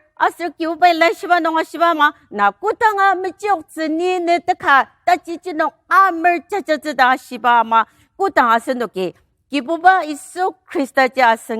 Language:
Ao Naga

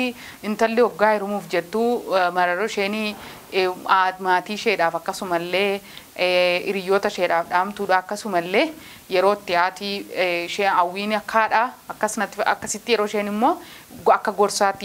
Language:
Oromo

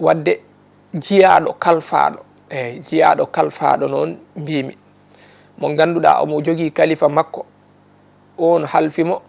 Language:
Fula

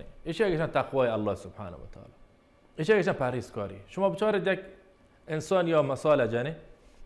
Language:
Baluchi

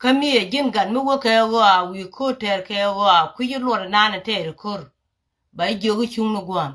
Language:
Nuer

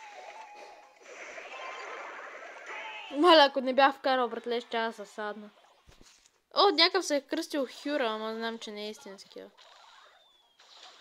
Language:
Bulgarian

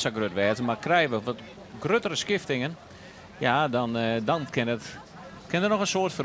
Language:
Western Frisian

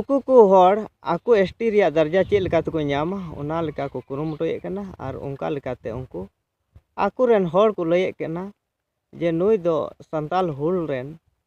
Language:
Santali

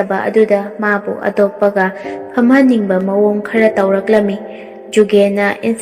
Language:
Manipuri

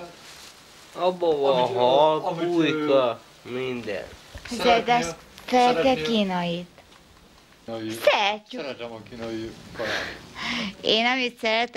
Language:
Hungarian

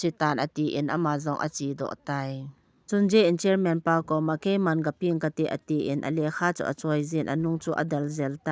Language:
Thado Chin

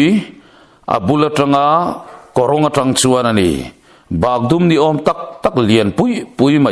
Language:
Mizo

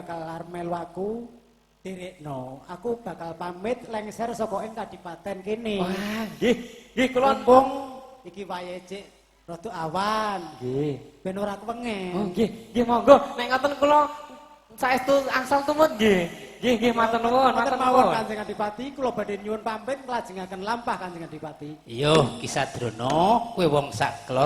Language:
Javanese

